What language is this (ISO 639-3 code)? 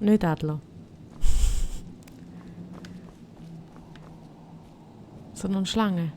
gsw